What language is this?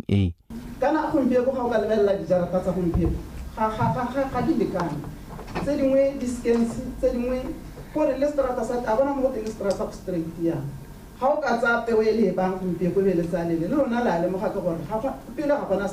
Tswana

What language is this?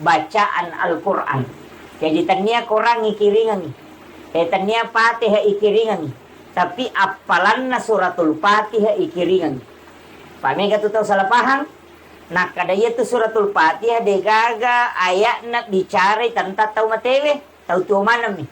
Buginese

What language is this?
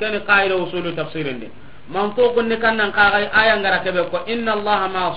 Soninke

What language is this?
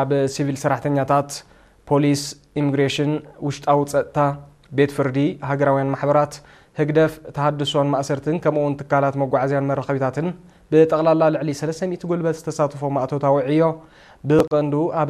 Tigrinya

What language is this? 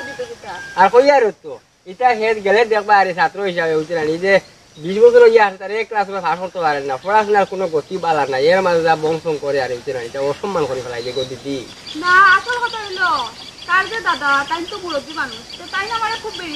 Sylheti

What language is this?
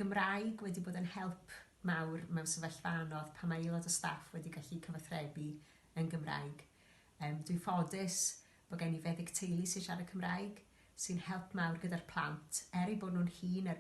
Welsh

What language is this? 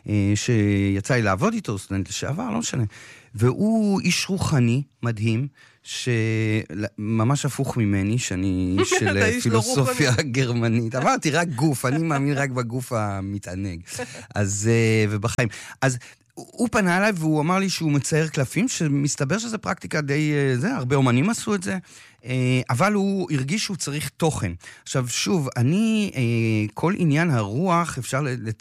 Hebrew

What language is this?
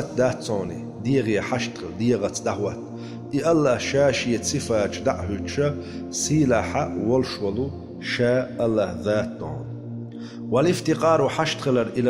Chechen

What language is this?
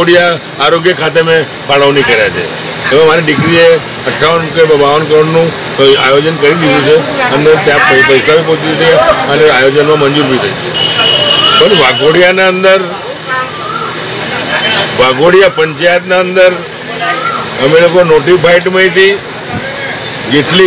Gujarati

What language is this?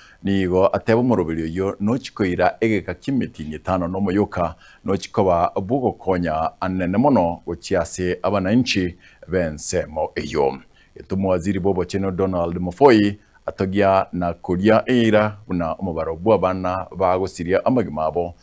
Gusii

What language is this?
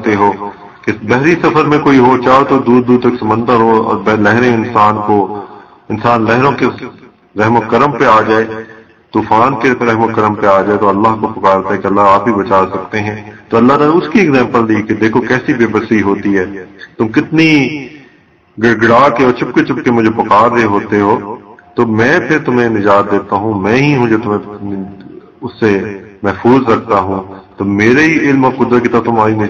Urdu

